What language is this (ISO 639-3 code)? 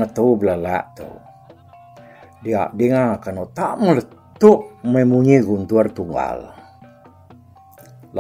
iba